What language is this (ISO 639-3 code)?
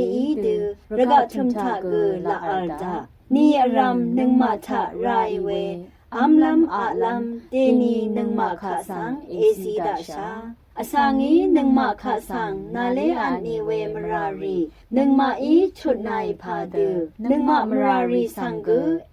raw